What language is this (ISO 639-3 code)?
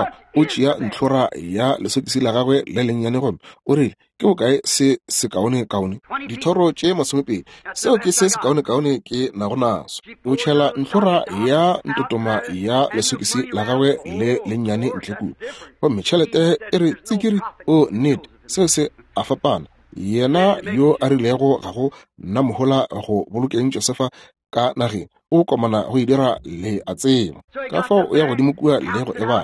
nso